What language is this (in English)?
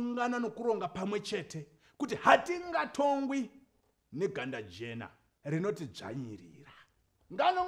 Shona